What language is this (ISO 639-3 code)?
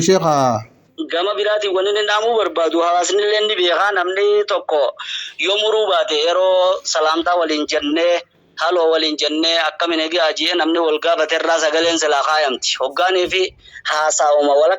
orm